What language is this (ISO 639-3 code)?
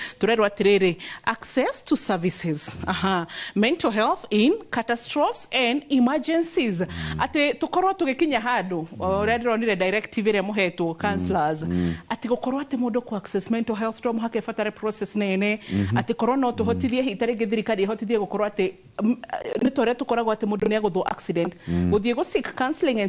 kik